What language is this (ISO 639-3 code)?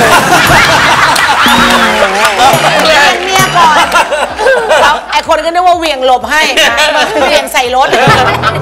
tha